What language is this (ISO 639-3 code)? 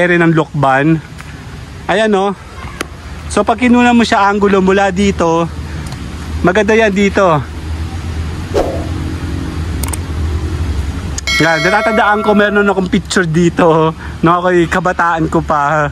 fil